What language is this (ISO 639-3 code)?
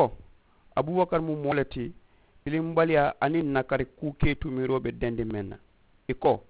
man